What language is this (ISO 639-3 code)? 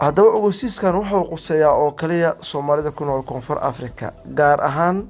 som